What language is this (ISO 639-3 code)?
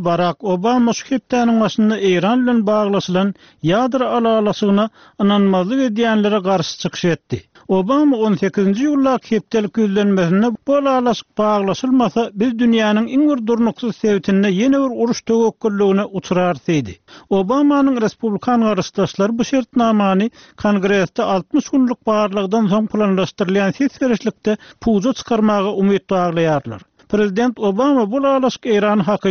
tuk